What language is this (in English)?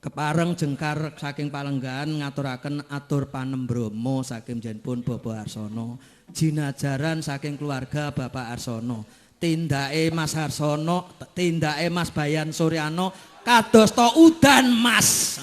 Javanese